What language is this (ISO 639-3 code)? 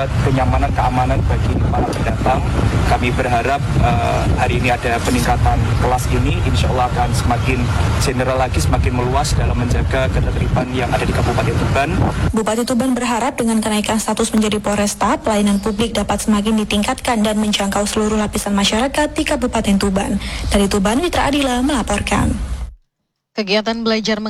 ind